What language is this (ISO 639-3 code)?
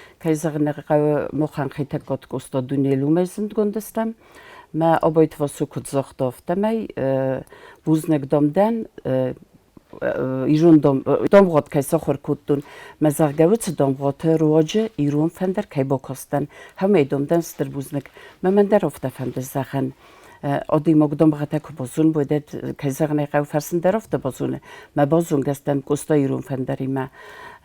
oss